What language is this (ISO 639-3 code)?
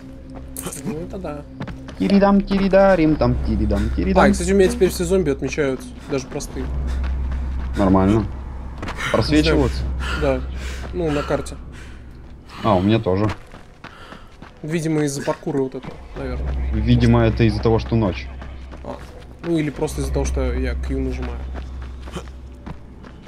rus